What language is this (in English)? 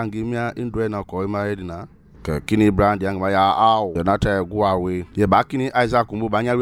Mende